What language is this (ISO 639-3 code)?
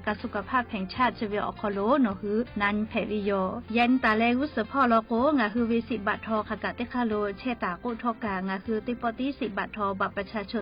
lhu